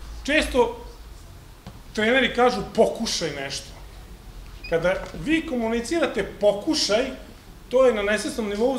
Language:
Serbian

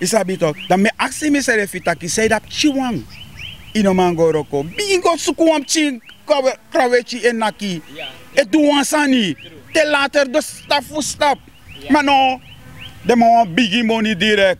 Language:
Sranan Tongo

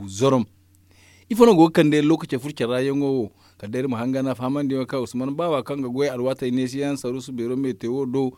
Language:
Zarma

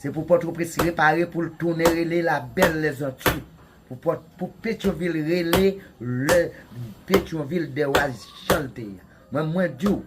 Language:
Haitian Creole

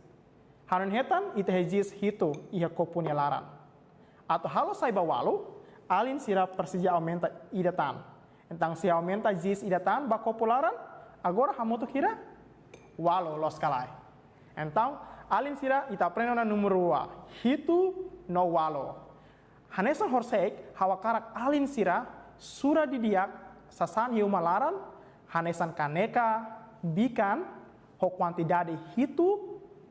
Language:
Tetum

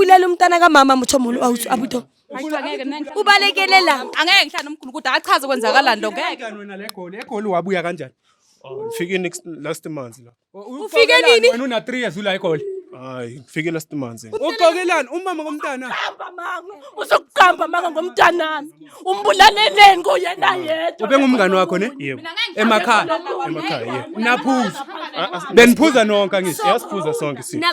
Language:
Zulu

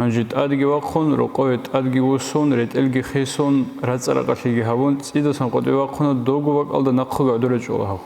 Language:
Avaric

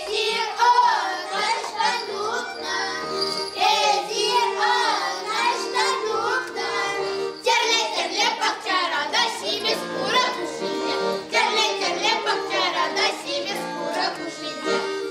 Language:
Chuvash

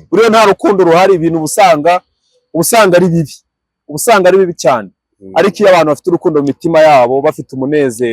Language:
Kinyarwanda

